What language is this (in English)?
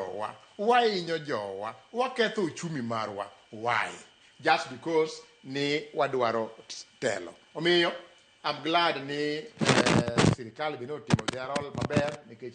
Luo (Kenya and Tanzania)